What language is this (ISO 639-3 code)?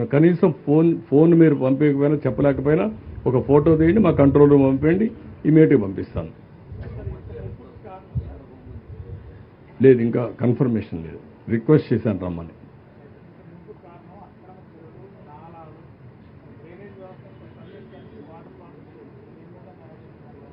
tel